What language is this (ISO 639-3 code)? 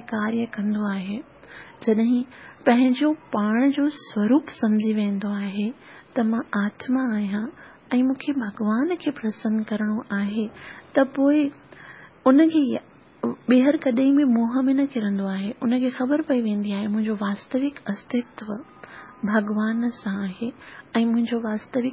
snd